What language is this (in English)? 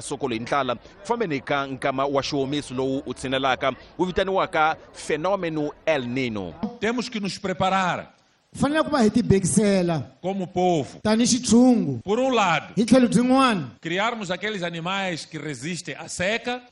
Tsonga